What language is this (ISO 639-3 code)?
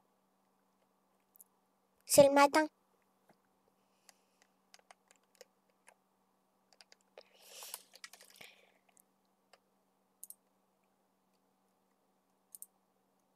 fra